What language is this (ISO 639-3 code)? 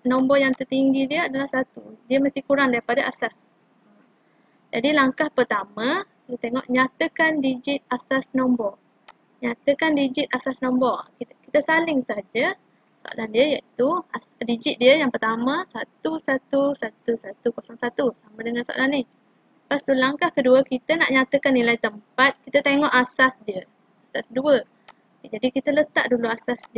msa